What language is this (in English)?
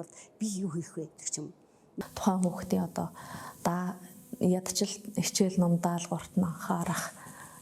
Mongolian